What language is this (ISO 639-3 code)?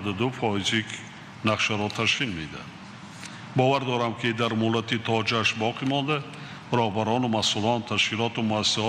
tgk